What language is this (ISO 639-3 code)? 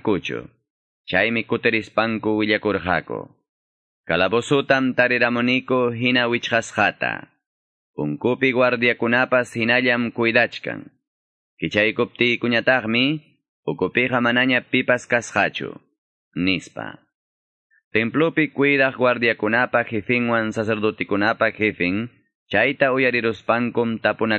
que